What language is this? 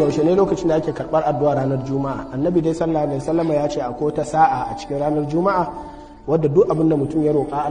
Hausa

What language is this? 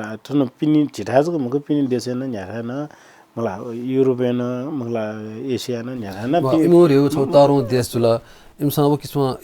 Newari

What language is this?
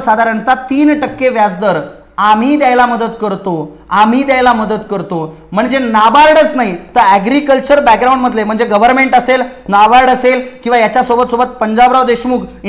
Marathi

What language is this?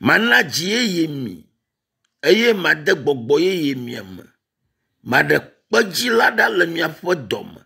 Ewe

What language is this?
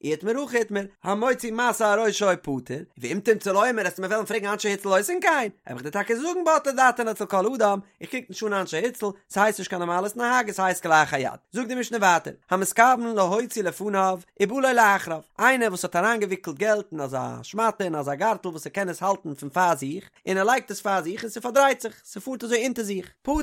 Yiddish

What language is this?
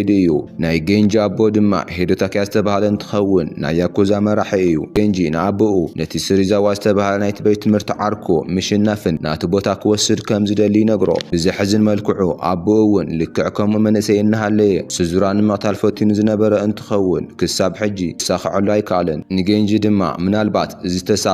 Tigrinya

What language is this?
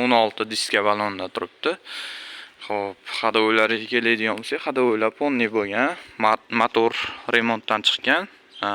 Uzbek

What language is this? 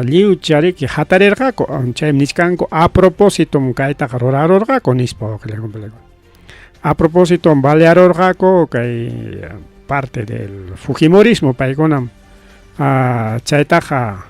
Ayacucho Quechua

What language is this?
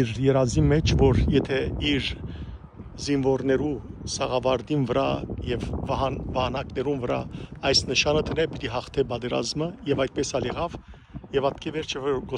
Western Armenian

